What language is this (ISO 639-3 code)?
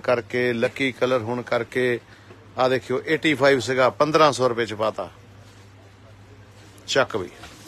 pan